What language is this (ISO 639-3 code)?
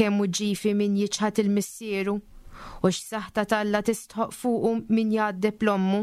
mlt